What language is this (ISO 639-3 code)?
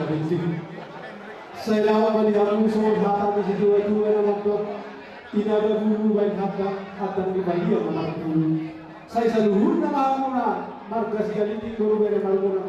bbc